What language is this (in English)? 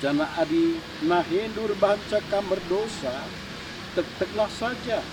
Batak Karo